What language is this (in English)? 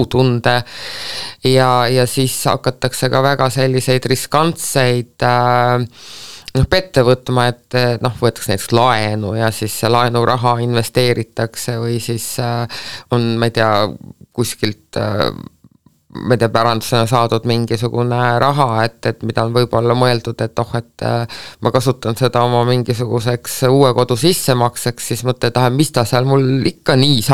Estonian